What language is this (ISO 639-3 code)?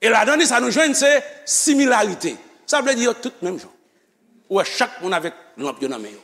hat